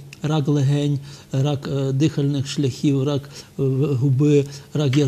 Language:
Ukrainian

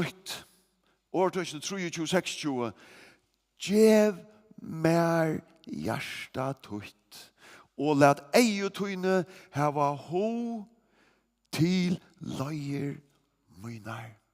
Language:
Faroese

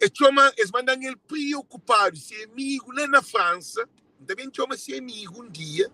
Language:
Kabuverdianu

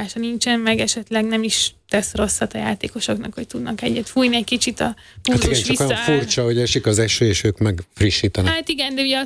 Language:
Hungarian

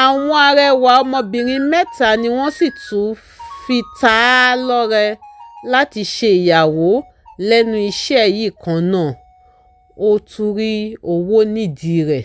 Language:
Yoruba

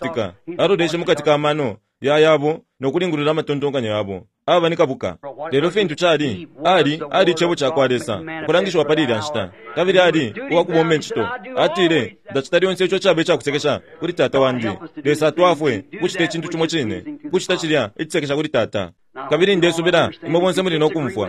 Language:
Bemba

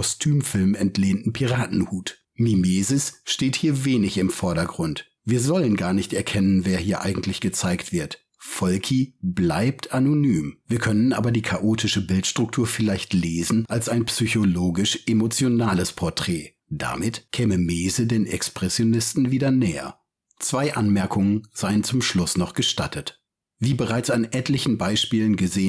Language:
German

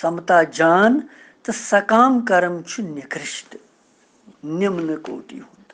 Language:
Kashmiri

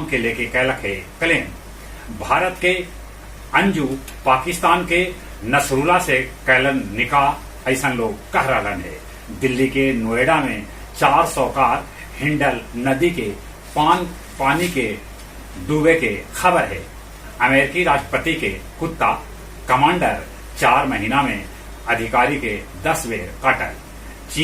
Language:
Magahi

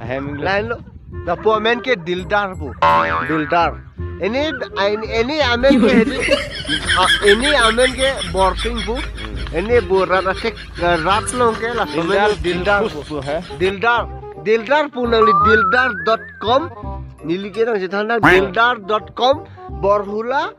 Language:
Karbi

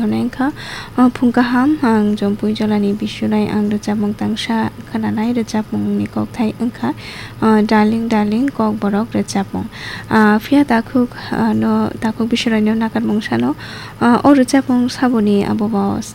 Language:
Kok Borok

